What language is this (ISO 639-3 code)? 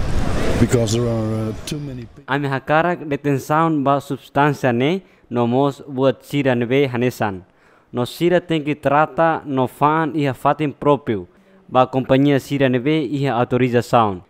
tet